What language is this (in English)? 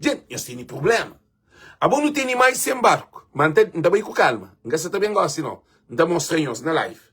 Kabuverdianu